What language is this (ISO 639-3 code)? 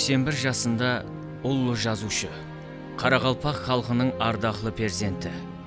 kaa